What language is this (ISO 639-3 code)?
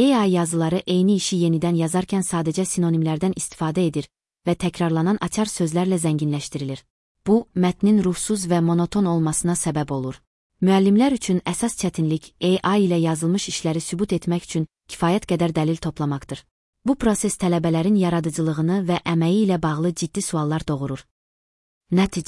aze